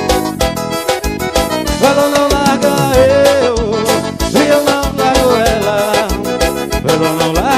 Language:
Portuguese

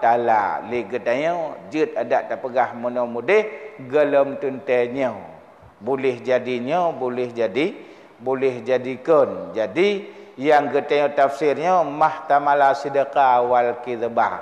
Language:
Achinese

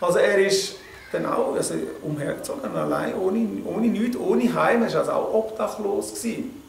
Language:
Swiss German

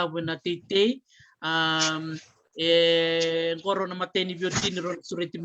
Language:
Fijian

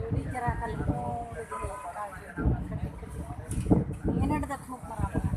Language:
Santali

